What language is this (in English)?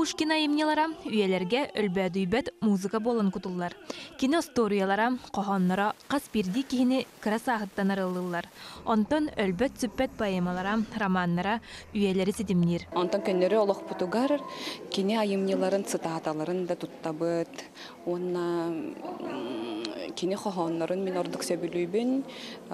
Yakut